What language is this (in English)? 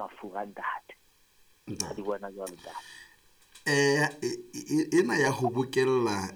Southern Sotho